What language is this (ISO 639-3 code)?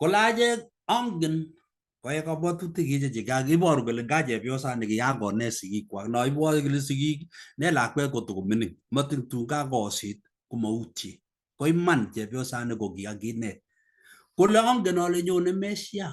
kln